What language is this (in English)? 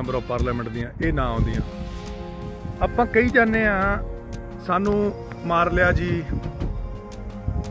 Punjabi